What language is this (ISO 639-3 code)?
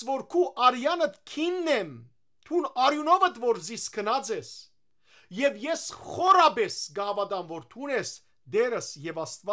hyw